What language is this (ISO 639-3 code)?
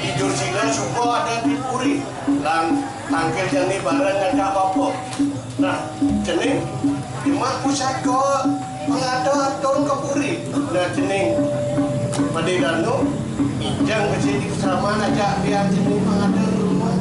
ban